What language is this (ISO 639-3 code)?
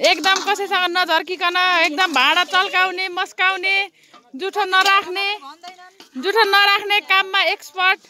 nep